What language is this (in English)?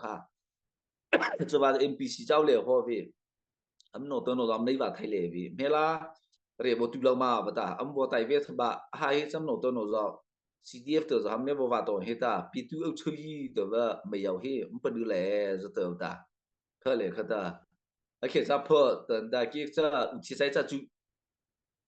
Mara Chin